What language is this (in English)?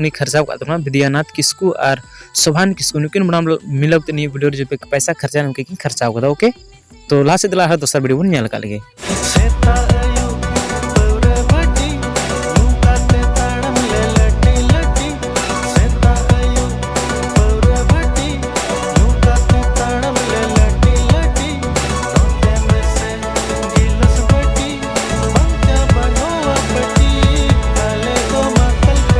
Santali